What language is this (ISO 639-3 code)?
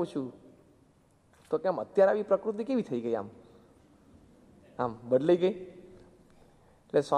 guj